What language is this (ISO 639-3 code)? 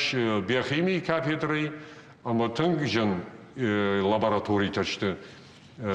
oss